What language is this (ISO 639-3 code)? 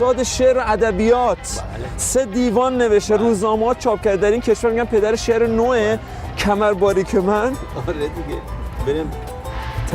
fas